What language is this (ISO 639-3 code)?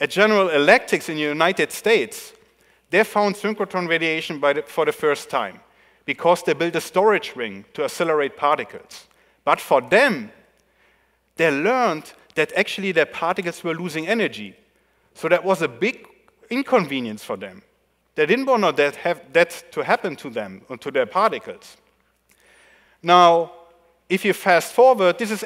eng